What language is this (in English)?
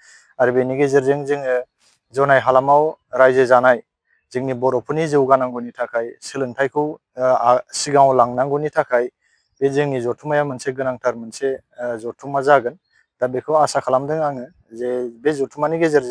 Bodo